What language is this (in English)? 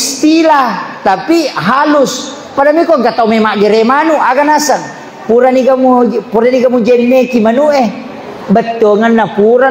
Buginese